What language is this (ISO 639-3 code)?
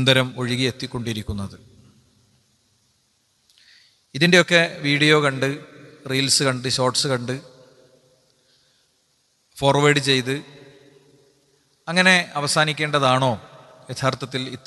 mal